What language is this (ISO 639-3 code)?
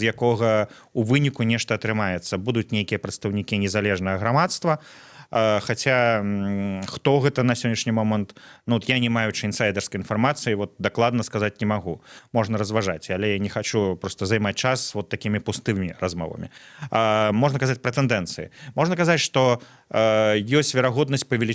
bel